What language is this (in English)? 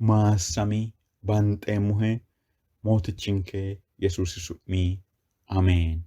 Sidamo